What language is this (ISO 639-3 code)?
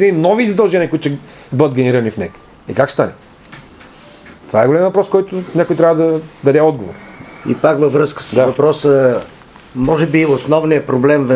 bul